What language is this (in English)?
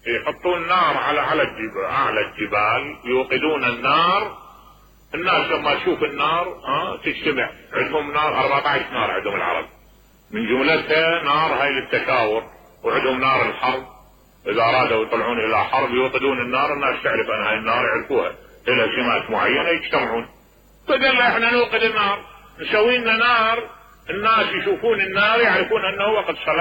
Mesopotamian Arabic